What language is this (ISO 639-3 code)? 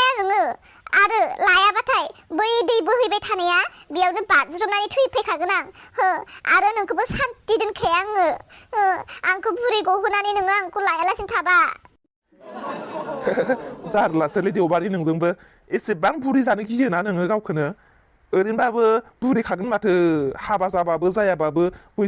brx